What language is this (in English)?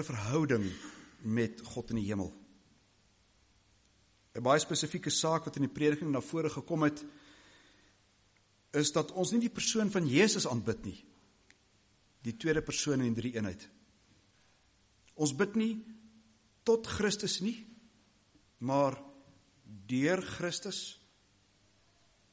Afrikaans